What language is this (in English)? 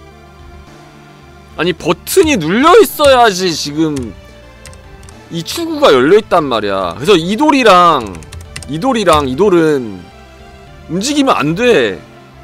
Korean